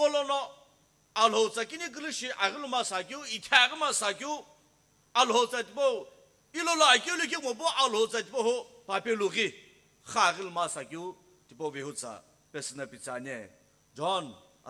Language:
Sumi Naga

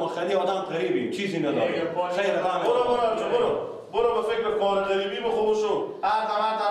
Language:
Persian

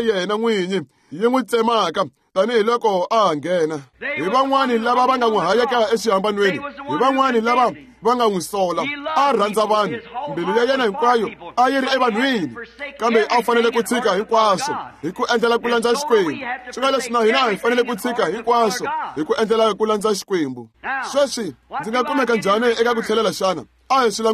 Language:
Tsonga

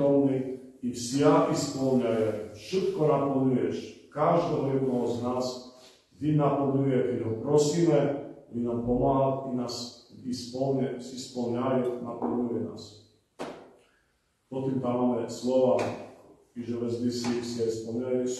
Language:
Slovak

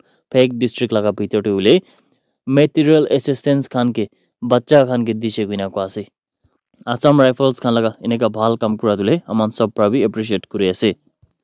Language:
Naga Pidgin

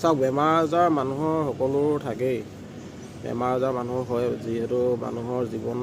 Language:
Assamese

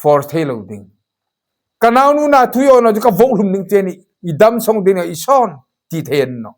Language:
Hmar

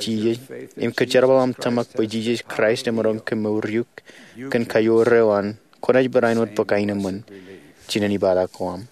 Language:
Marshallese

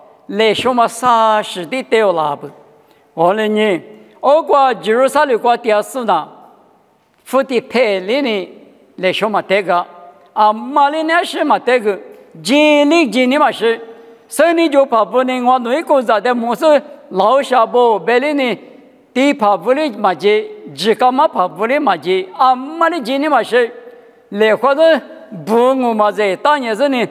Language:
Lisu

